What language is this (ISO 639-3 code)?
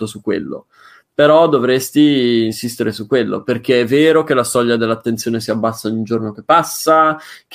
ita